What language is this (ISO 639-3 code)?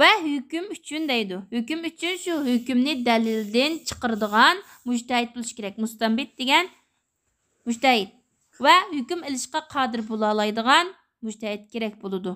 uig